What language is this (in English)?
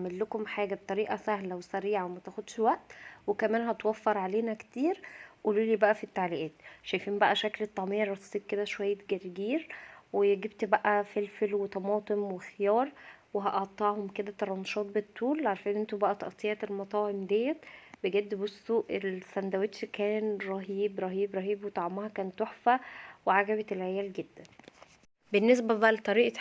Egyptian Arabic